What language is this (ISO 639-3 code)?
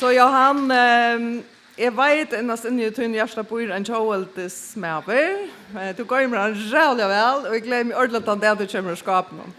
fao